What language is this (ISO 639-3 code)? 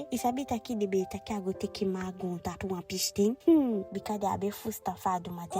djk